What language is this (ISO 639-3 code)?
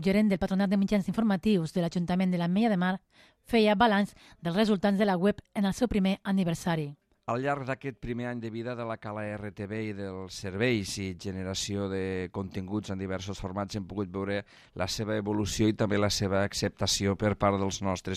cat